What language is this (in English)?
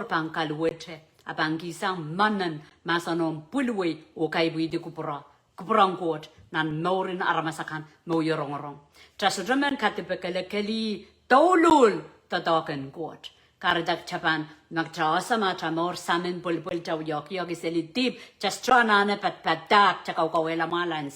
Pohnpeian